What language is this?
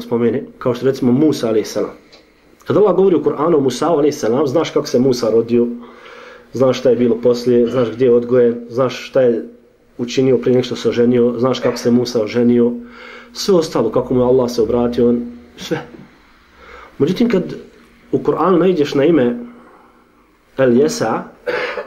Bosnian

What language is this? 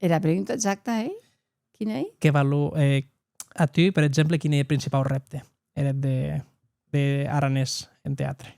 Occitan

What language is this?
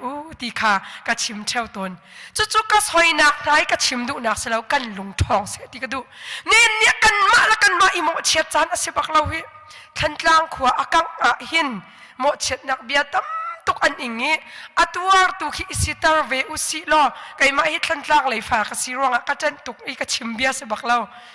Hakha Chin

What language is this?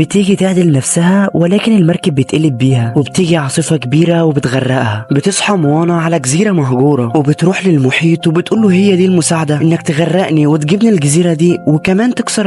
Egyptian Arabic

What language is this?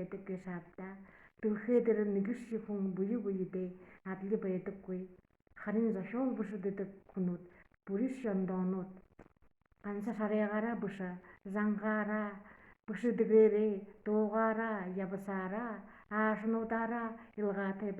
Buriat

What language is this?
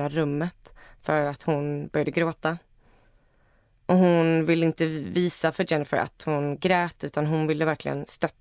Swedish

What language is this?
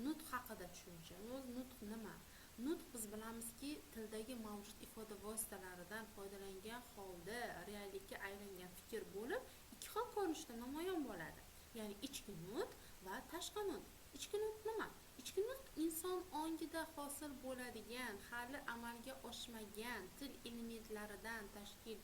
Uzbek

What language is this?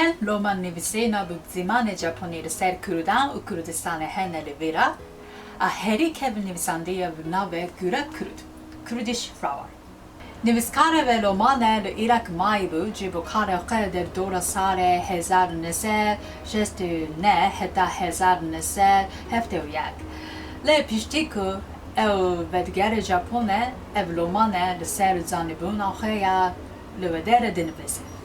Kurdish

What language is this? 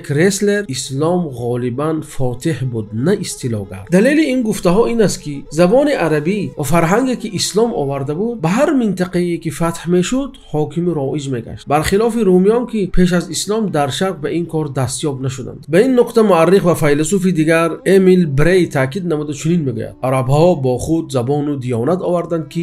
Tajik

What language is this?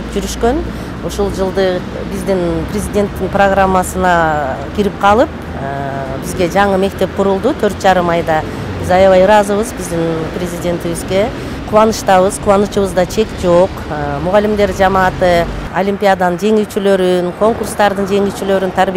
Kyrgyz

